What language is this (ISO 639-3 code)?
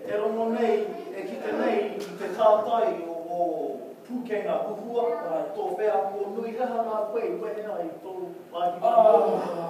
mri